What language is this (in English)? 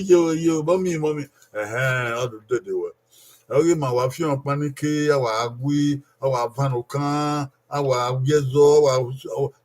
Bini